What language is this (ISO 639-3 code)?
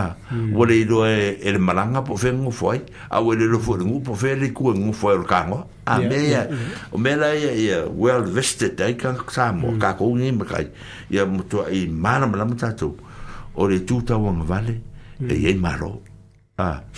smo